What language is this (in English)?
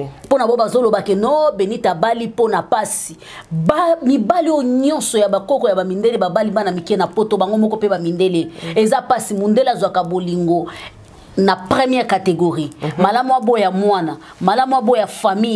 Lingala